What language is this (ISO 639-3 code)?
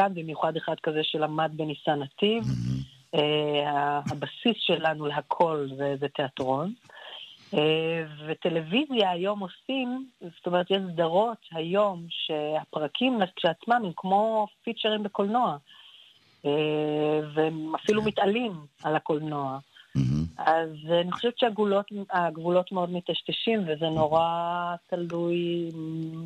heb